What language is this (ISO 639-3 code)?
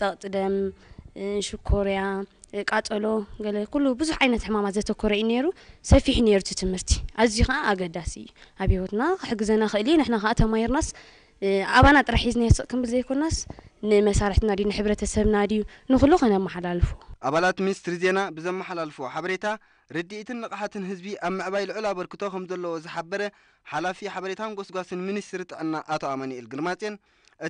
tir